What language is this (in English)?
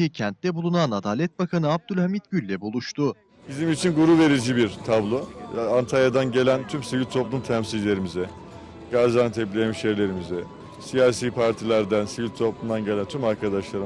Turkish